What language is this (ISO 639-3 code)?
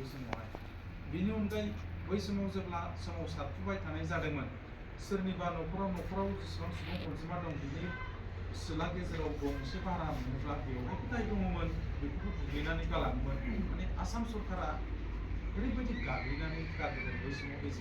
brx